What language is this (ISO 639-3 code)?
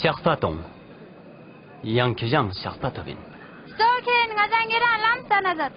lbj